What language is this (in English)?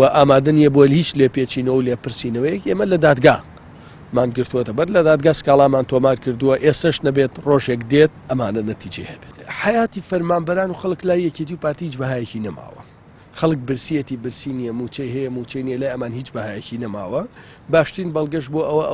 Central Kurdish